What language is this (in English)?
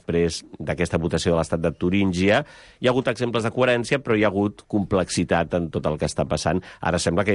Catalan